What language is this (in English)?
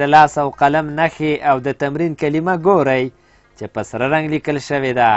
Pashto